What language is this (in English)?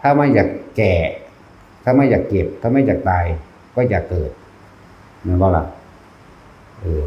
Northeastern Thai